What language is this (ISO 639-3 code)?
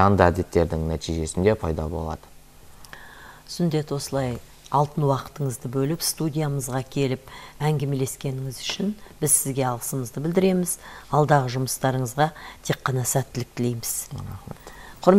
kaz